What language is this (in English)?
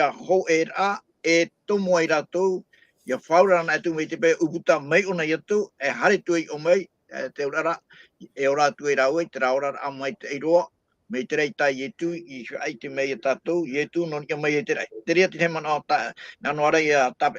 Tahitian